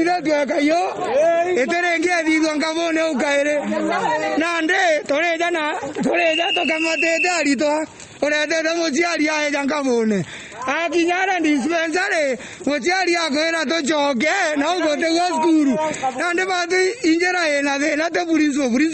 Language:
Meru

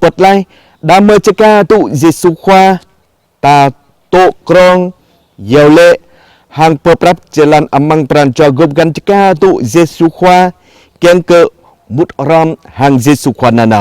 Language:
Jarai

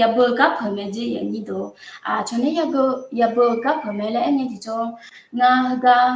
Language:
Akha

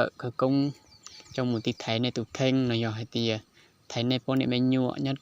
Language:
Hmong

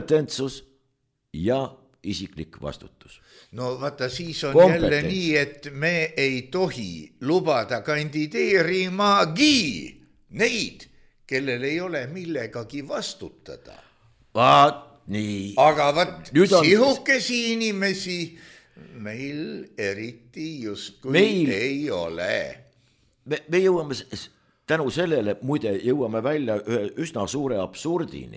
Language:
Estonian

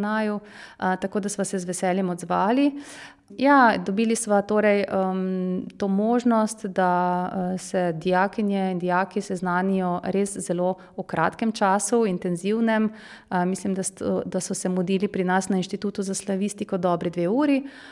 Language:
Slovenian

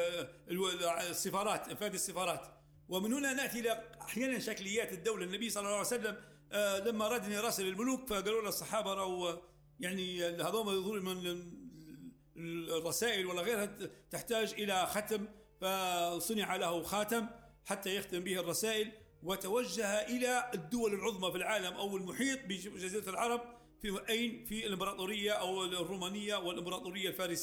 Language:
Arabic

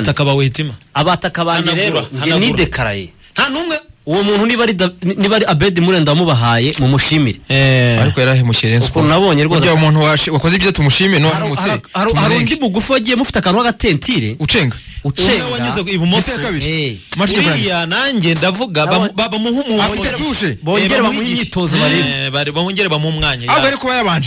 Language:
Kinyarwanda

